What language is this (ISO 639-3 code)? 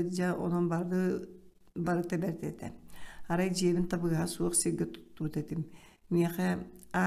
sah